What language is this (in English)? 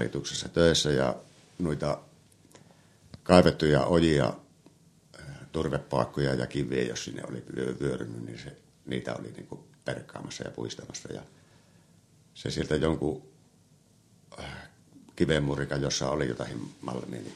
Finnish